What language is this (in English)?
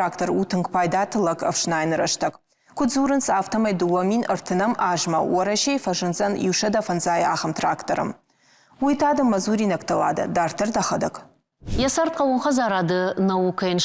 Ossetic